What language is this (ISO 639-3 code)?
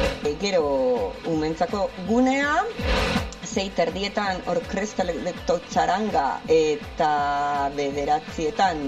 eus